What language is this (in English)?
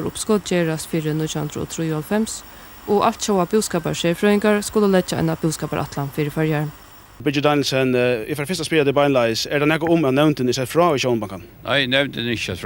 Faroese